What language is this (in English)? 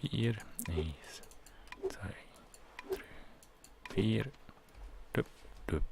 Swiss German